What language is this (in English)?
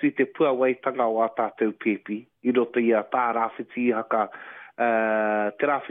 Māori